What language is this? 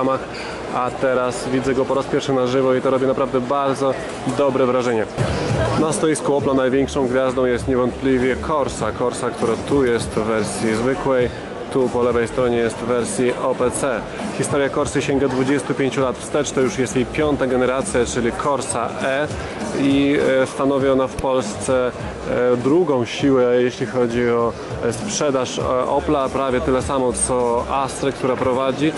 Polish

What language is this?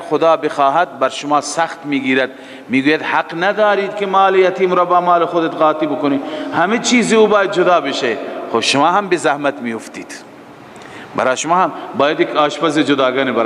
Persian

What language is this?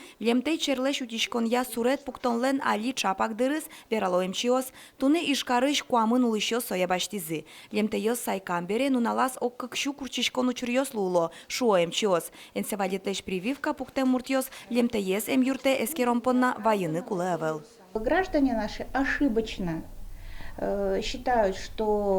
Udmurt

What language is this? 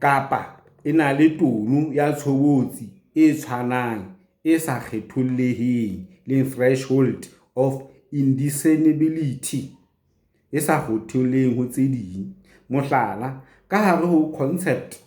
Southern Sotho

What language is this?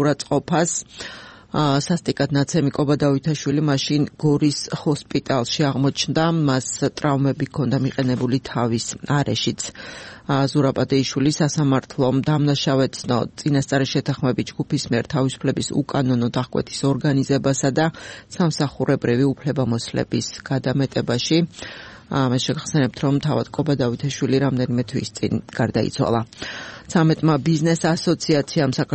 Georgian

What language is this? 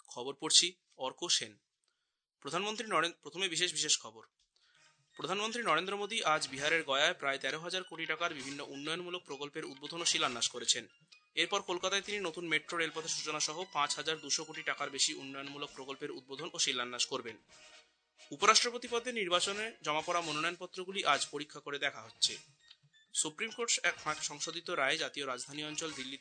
Bangla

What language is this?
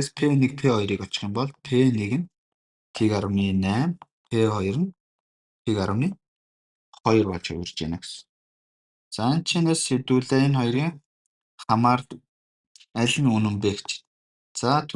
Mongolian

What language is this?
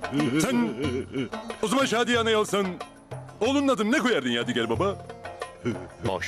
Turkish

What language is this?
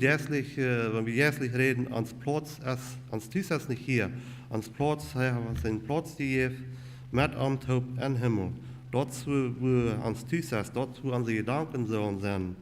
Plautdietsch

